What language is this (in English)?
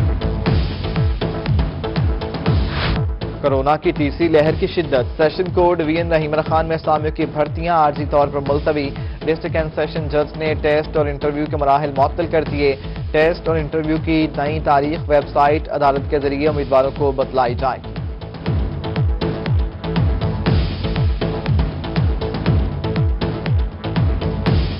Urdu